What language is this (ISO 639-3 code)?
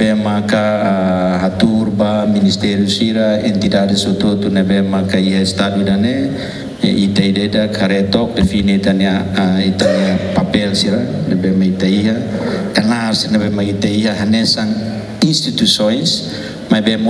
tet